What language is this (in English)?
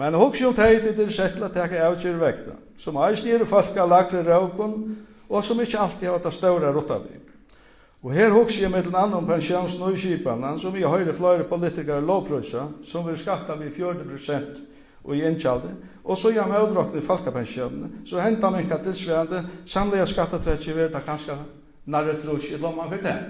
Faroese